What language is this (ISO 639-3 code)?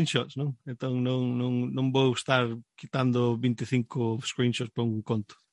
glg